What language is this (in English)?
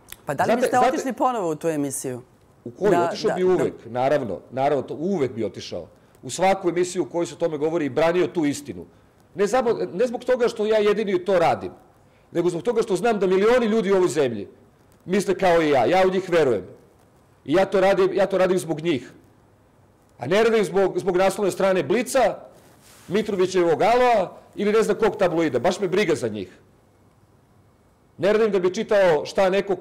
Serbian